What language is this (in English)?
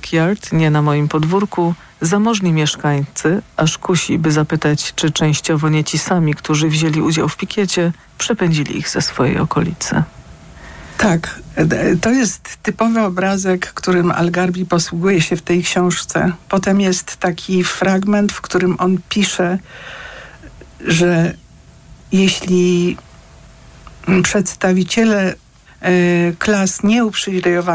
Polish